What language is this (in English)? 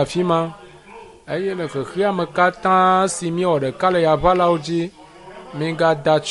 Ewe